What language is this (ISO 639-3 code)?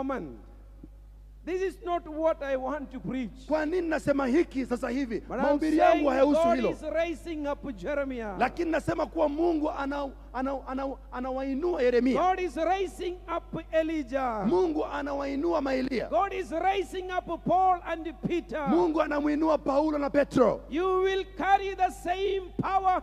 swa